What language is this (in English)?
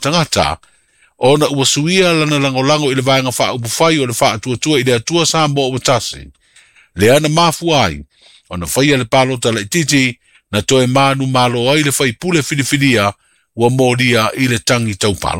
Samoan